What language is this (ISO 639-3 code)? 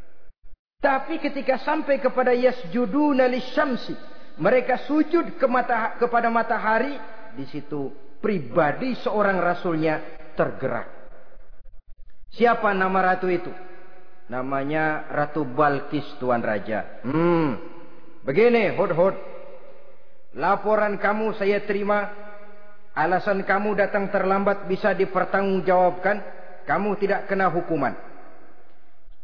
ind